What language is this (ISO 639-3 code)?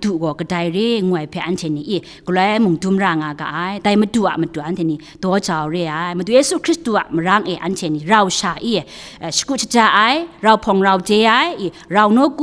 kac